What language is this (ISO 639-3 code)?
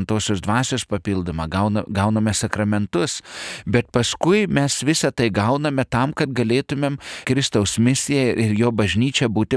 lit